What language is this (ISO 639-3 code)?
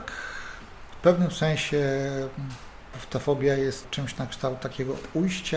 pol